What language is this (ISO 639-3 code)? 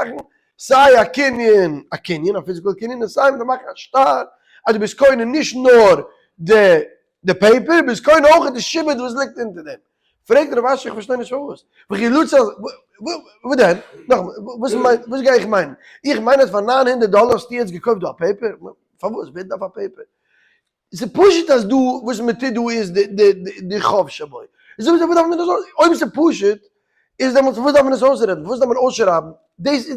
yid